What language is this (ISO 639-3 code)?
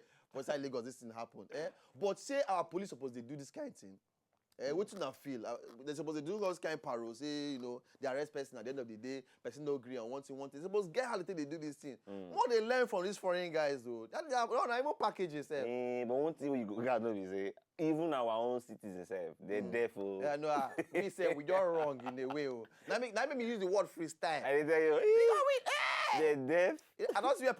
pcm